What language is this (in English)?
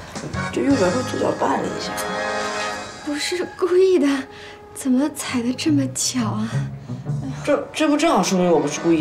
Chinese